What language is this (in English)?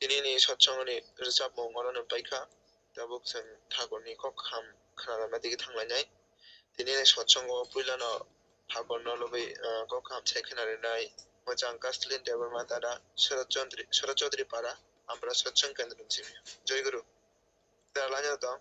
Kok Borok